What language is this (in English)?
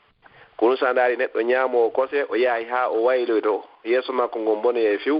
Fula